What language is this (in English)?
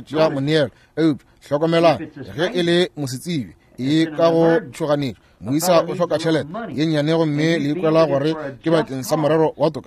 Northern Sotho